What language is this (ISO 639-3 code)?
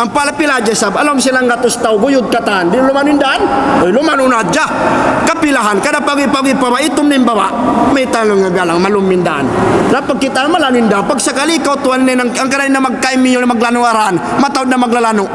tsg